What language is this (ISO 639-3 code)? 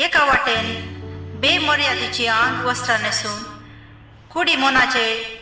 kok